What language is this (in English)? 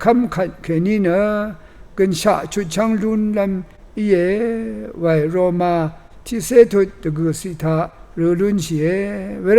Rawang